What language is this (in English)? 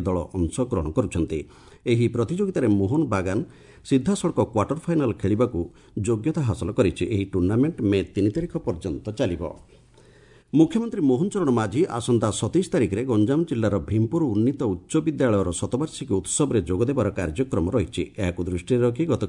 Odia